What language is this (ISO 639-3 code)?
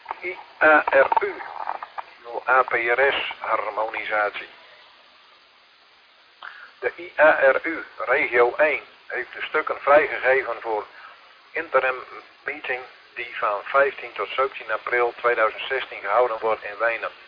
nld